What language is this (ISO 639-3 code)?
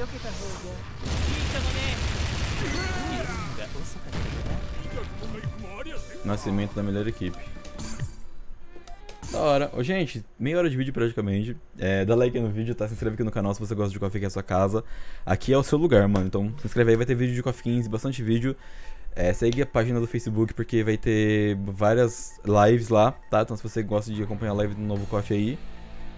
por